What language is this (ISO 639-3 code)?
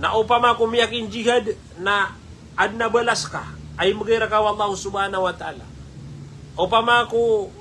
mrw